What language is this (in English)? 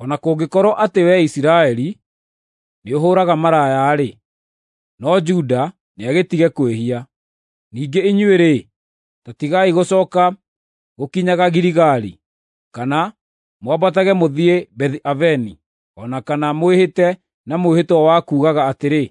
Kikuyu